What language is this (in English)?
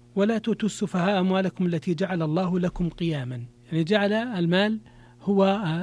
Arabic